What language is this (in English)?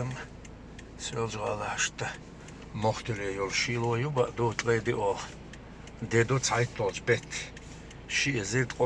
Chechen